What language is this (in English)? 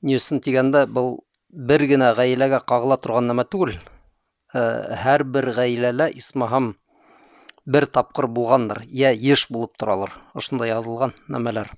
Bashkir